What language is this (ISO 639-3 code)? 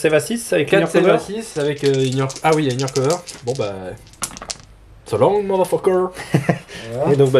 fra